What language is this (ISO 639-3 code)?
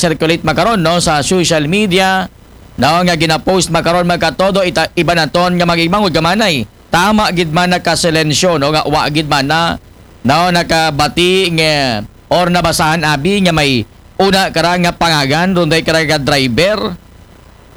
akl